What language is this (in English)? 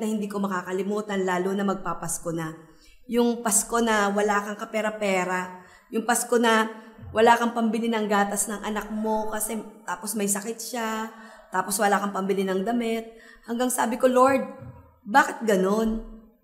Filipino